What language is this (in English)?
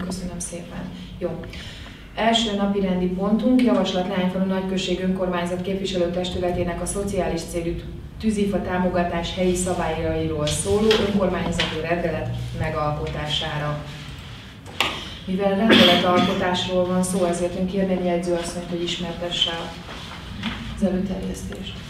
Hungarian